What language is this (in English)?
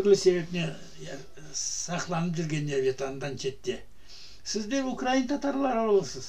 Crimean Tatar